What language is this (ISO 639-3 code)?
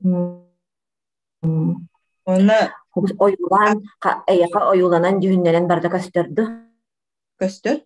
sah